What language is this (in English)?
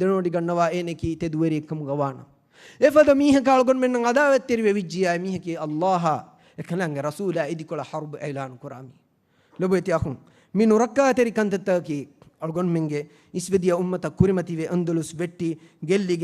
Divehi